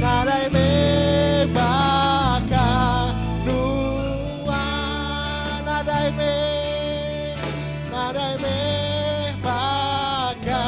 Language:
Iban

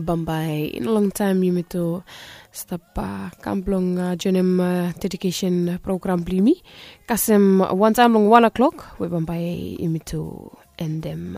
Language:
Bislama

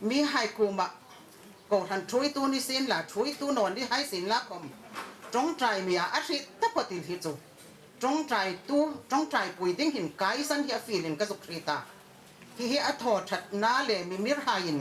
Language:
Hmar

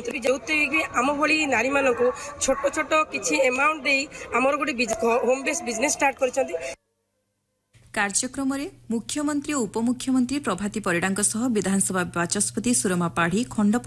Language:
Odia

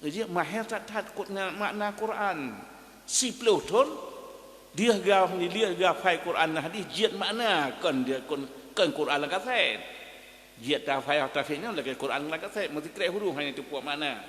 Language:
Achinese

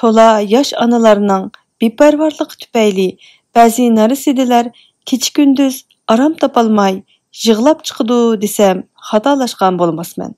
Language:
Uyghur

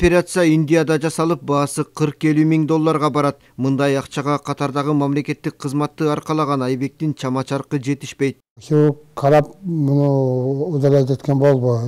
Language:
Kyrgyz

